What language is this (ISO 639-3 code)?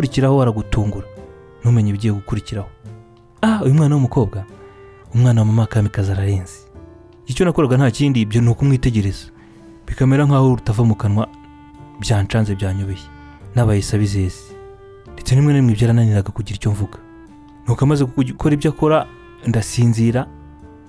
kin